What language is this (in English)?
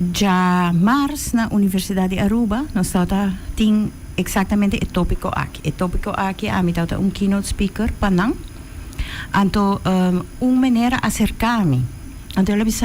Papiamento